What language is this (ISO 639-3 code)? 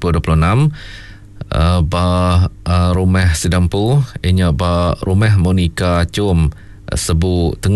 iba